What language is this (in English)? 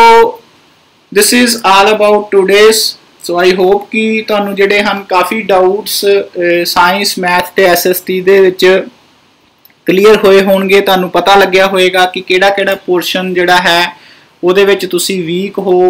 Punjabi